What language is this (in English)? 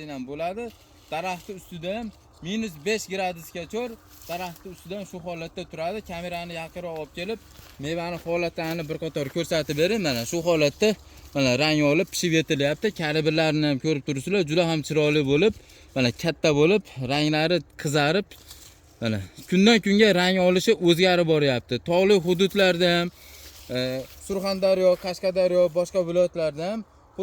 Uzbek